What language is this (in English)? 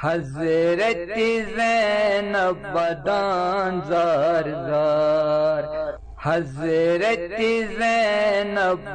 Kashmiri